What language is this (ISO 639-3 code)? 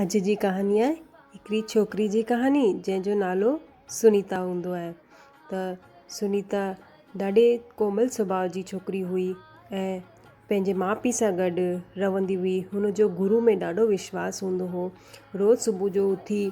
snd